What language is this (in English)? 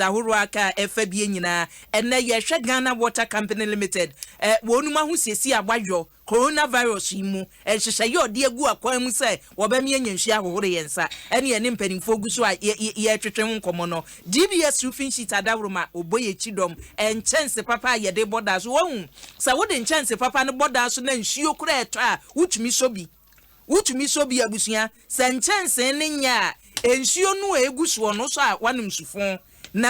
Akan